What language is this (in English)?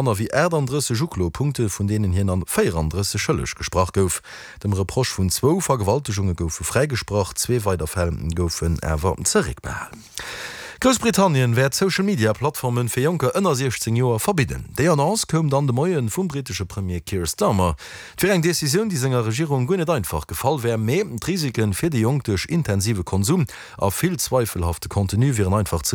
Luxembourgish